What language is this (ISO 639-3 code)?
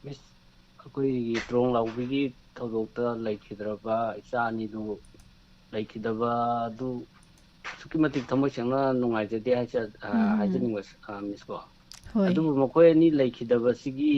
mni